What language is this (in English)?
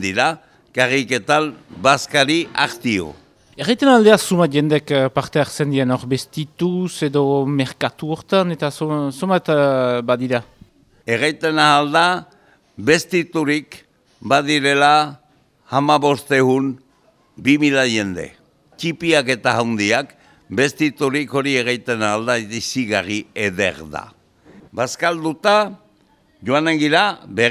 Basque